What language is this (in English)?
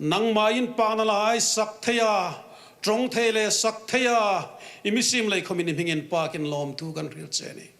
Hmar